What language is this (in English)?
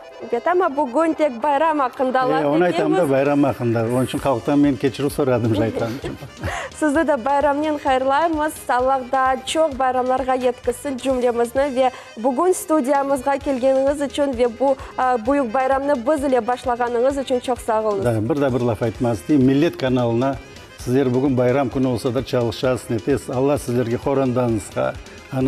Crimean Tatar